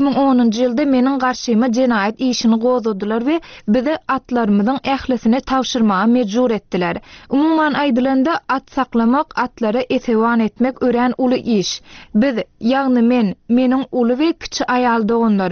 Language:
Turkmen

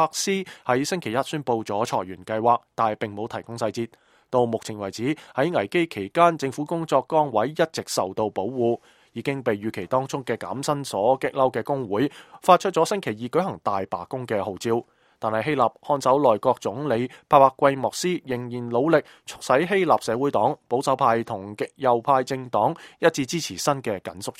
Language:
Cantonese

